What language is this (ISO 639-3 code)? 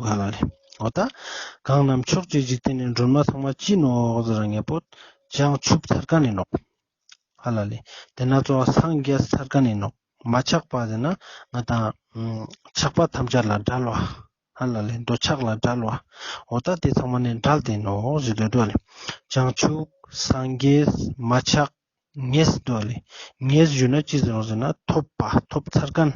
lbj